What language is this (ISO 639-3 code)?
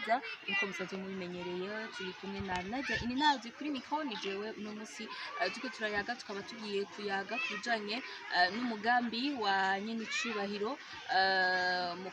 run